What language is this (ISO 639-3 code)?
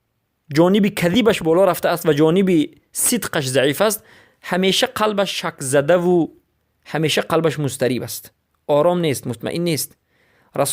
fas